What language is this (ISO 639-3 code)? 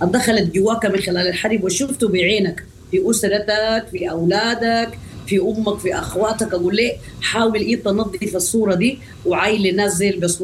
apd